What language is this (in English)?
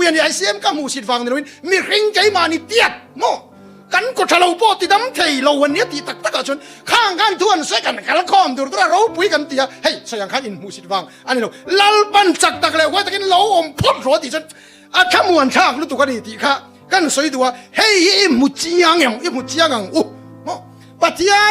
Mizo